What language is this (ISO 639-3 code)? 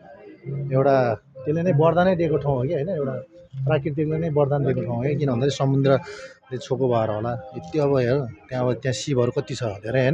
nep